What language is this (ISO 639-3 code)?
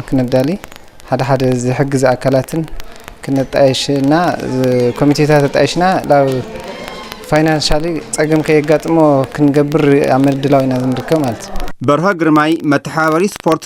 tir